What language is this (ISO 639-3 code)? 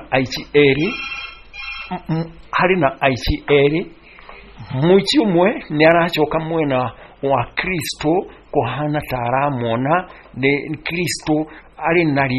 kik